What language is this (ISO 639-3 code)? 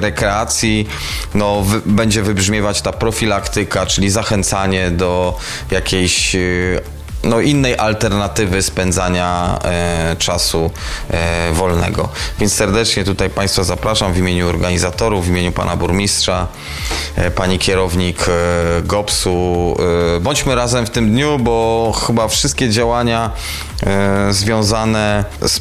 pol